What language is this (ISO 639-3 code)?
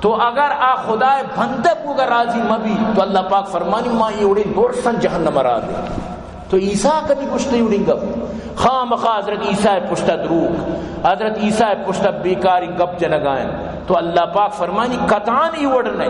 bal